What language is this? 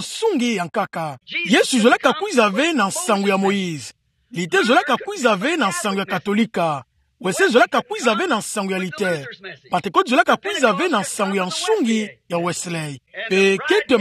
Kituba (Democratic Republic of Congo)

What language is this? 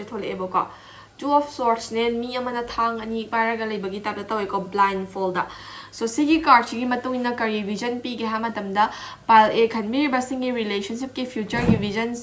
Manipuri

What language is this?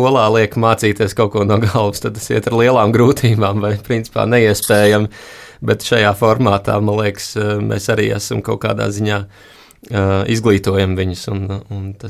Latvian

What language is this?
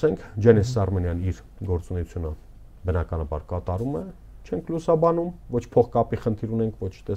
Armenian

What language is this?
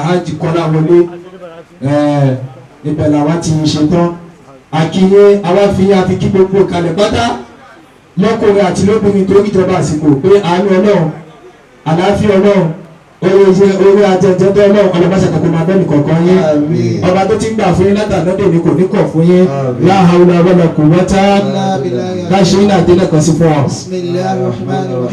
Yoruba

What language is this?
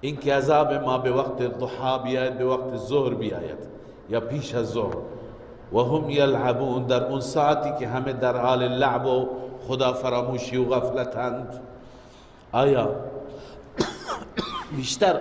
Persian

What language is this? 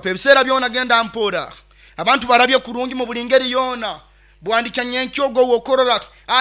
Nyoro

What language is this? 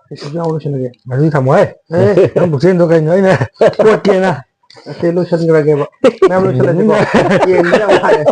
Manipuri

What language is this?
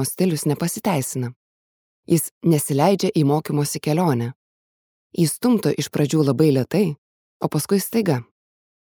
Lithuanian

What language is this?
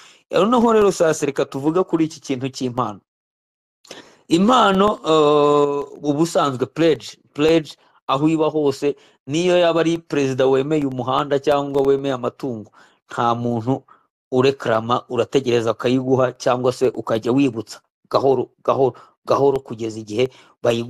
Kinyarwanda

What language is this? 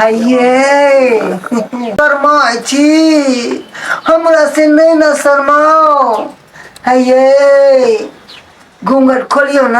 Maithili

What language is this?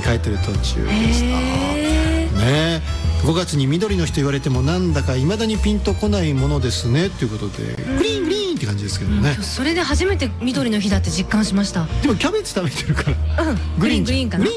Japanese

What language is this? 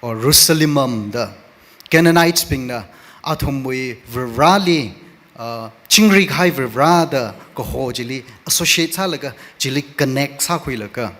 Tangkhul Naga (India)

